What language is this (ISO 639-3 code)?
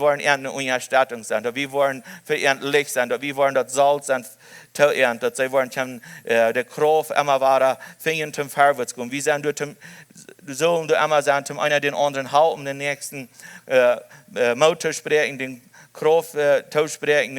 pdt